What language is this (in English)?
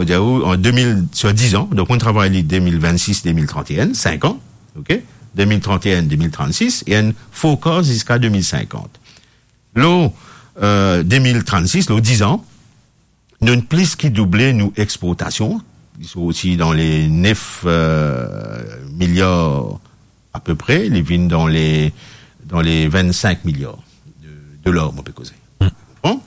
Morisyen